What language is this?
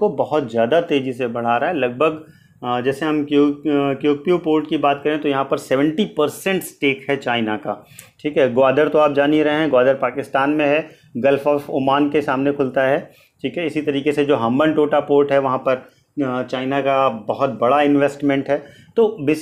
Hindi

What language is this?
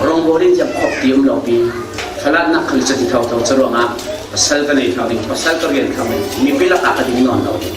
Falam Chin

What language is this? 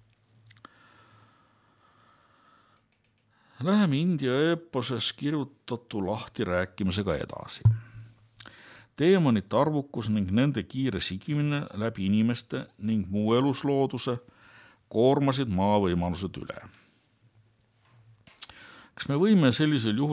Estonian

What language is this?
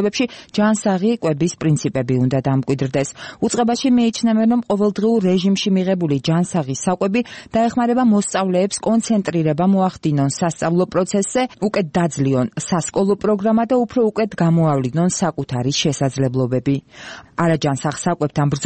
Georgian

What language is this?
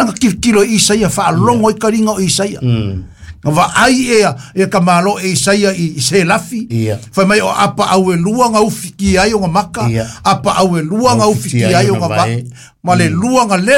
Samoan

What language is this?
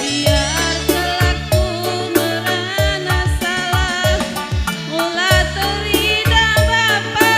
Batak Karo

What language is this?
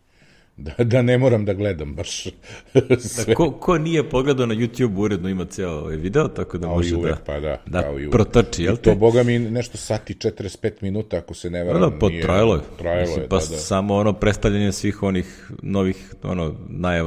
Serbian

